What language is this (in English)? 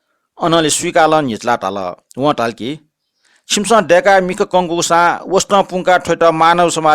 Newari